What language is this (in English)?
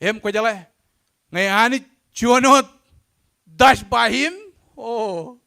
Marshallese